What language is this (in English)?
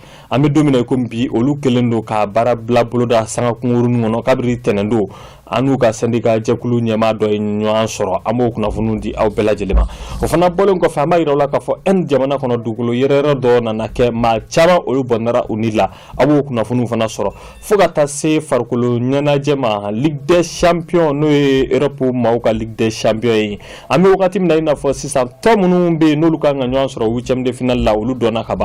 Bambara